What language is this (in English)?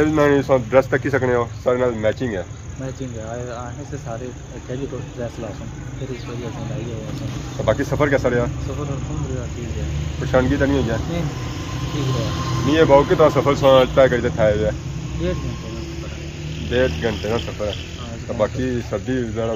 Pahari-Potwari